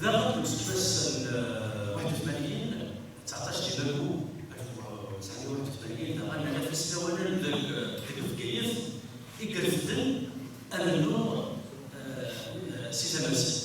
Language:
Kabyle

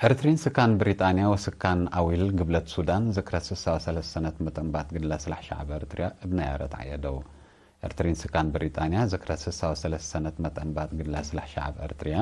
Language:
Tigre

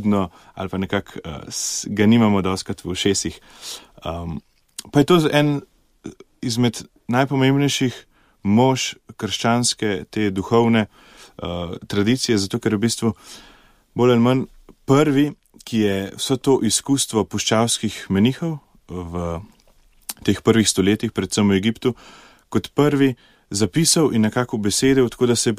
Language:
Slovenian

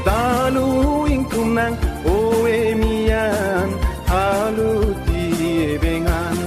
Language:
Karbi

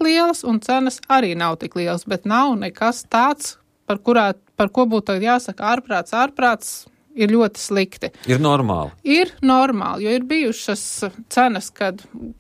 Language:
Latvian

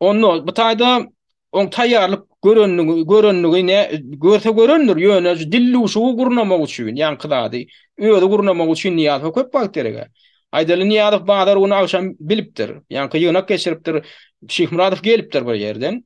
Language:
Turkmen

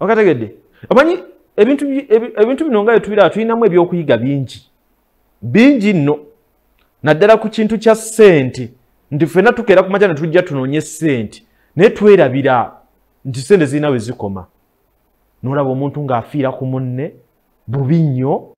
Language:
Ganda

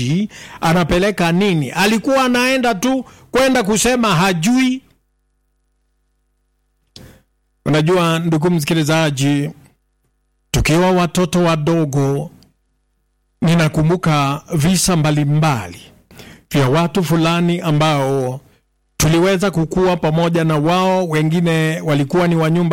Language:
Swahili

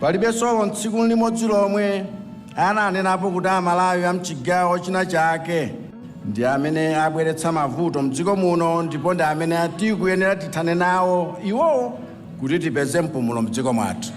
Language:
Nyanja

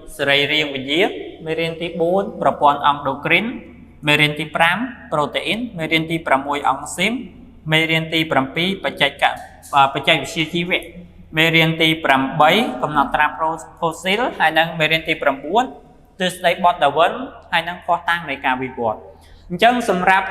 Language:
Khmer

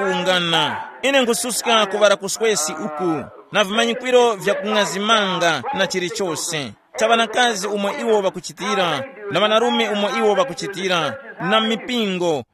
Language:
Tumbuka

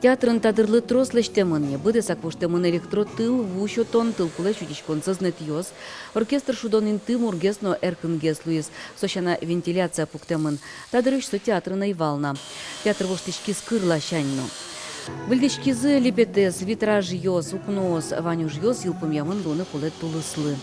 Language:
Udmurt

